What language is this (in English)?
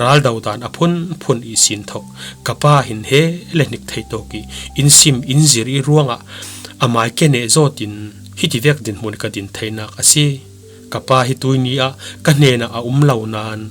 Falam Chin